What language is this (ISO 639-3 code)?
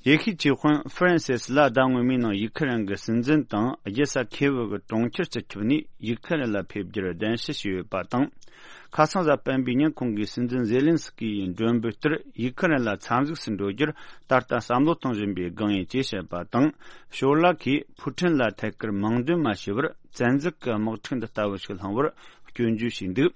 bod